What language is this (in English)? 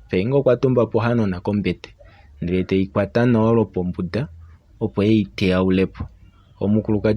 Kuanyama